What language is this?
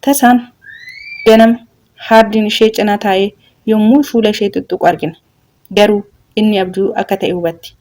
Oromo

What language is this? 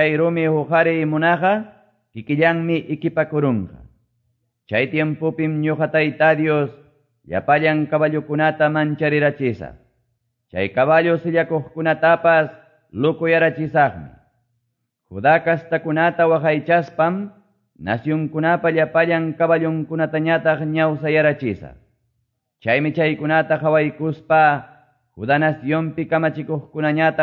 Quechua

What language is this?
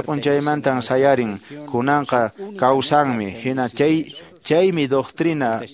Quechua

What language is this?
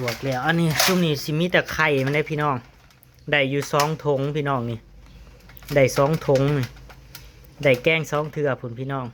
Northeastern Thai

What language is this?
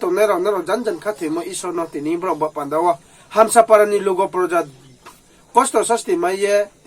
Riang (India)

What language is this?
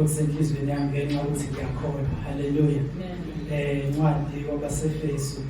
Zulu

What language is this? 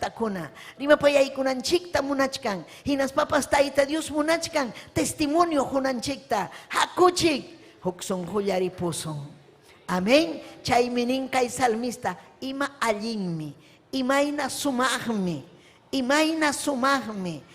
Ayacucho Quechua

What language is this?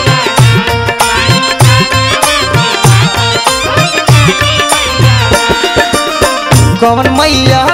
Bhojpuri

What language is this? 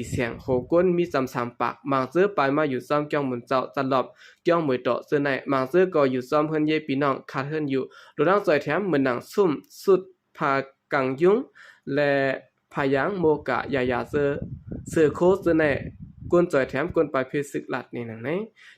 Shan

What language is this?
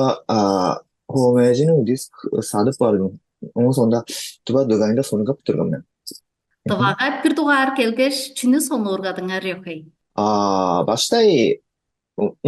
Tuvinian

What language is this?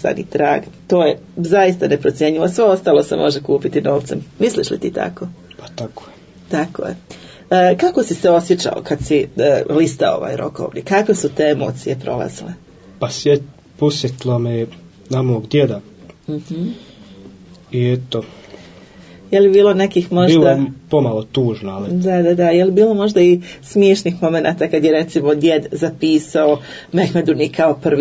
Bosnian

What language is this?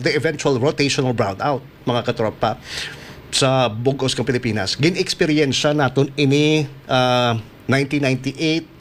Hiligaynon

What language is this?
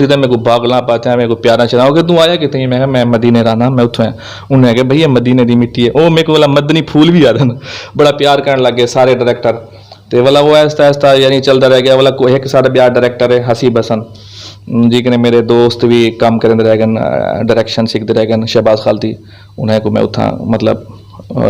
Western Panjabi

